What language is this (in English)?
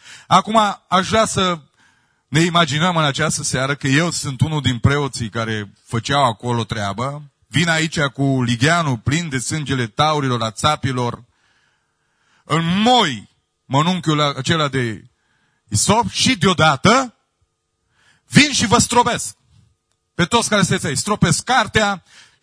Romanian